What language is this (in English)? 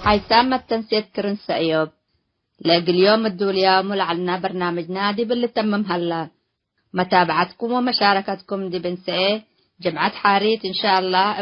Tigre